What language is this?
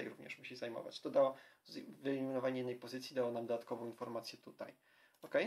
Polish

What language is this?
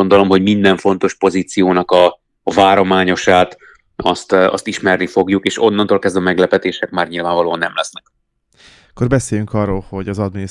Hungarian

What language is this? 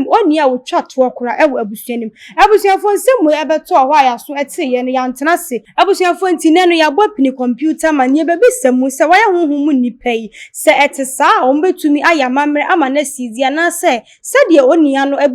Akan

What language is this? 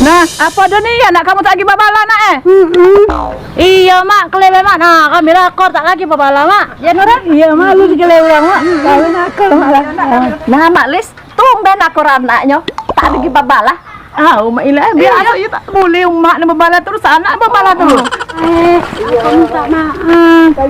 Musi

